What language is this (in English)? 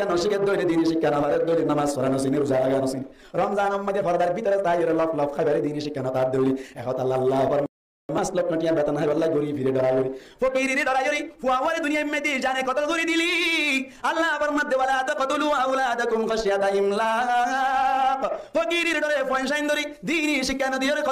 Rohingya